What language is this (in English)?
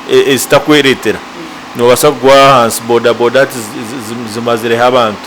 Nyankole